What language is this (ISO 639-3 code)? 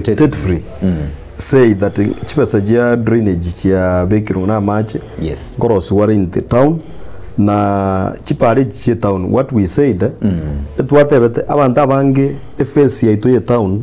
guz